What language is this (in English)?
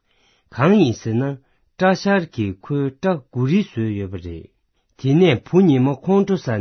Tibetan